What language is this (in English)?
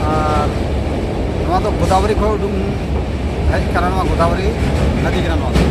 Santali